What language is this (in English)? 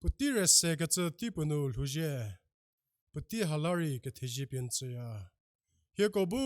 Angami Naga